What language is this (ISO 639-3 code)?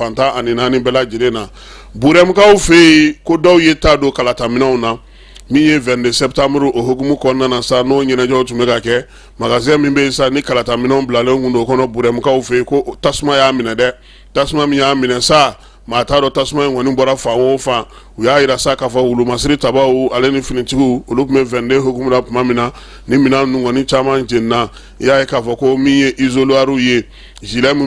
bam